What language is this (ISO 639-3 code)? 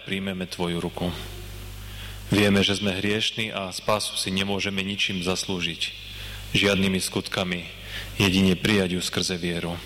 slk